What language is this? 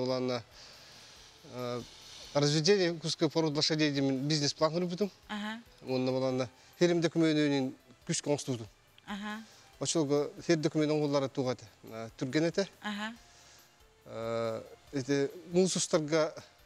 Yakut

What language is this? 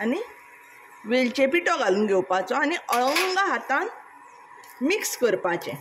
Konkani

